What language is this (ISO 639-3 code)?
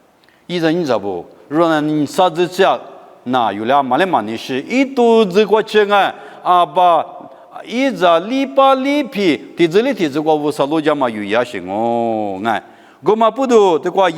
lis